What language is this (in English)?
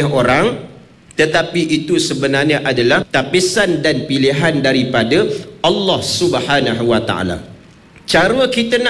Malay